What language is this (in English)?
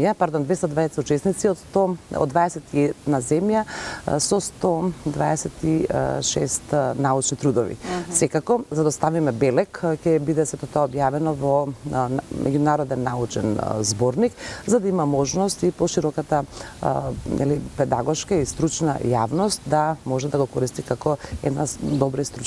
Macedonian